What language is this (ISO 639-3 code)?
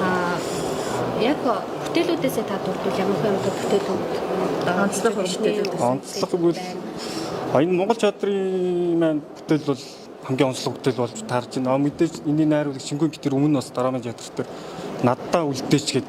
mon